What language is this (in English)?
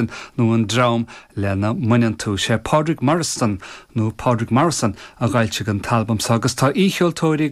Irish